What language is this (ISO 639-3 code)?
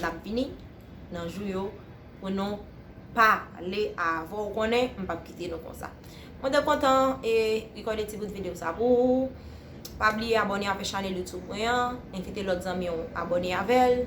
hat